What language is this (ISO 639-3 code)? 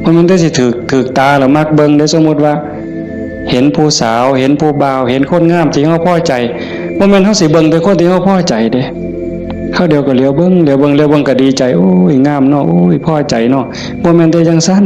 tts